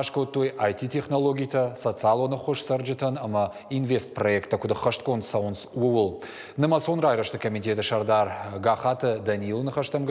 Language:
Ossetic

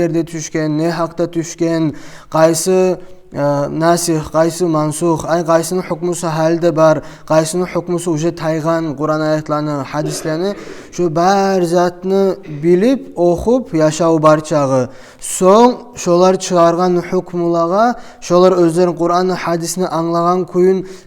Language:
Kumyk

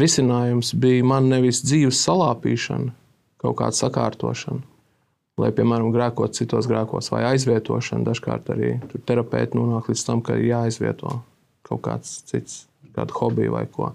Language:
Latvian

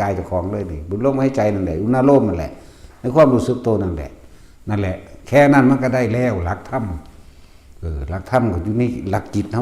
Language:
Northeastern Thai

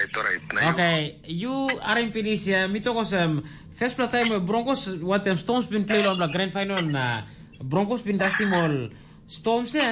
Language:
Tok Pisin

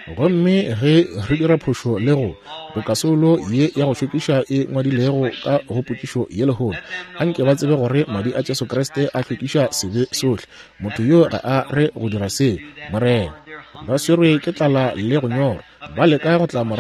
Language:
Northern Sotho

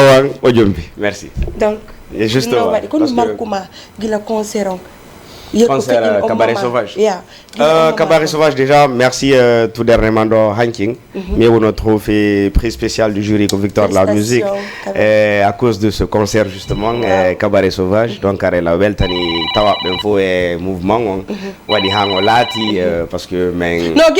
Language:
Fula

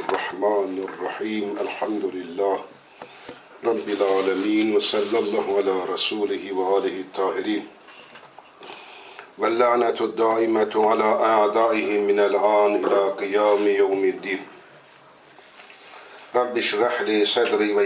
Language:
Turkish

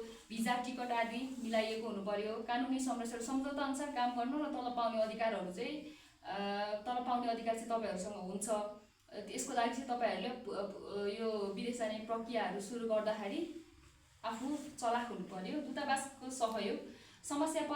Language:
Nepali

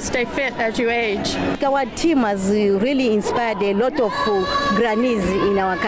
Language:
Venda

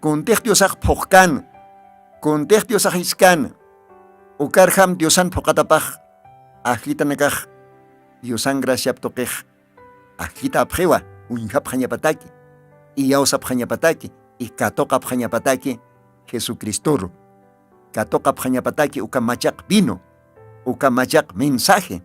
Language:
Aymara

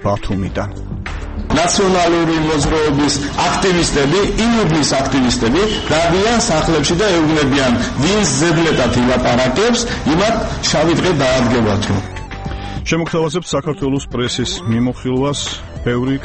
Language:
Georgian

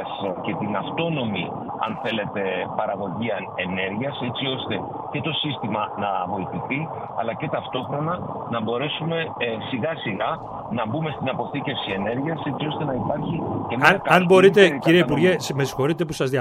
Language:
Greek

